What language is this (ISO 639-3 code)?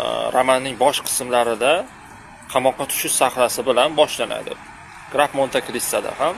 uzb